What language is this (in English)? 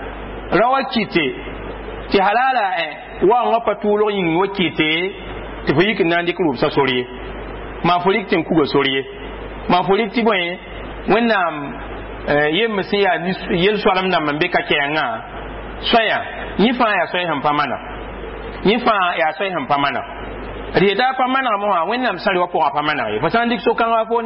Mossi